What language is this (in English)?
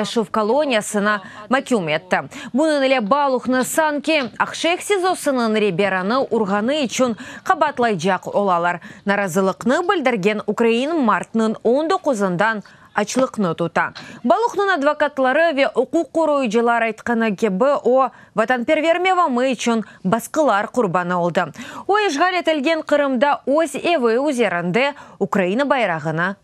Crimean Tatar